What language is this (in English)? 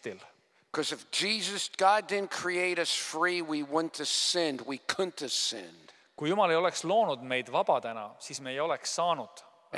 Estonian